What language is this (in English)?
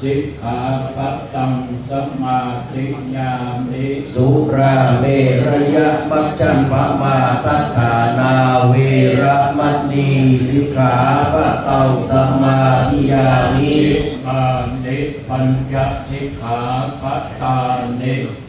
Pali